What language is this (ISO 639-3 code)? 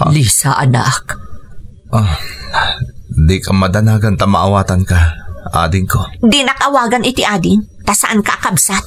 ilo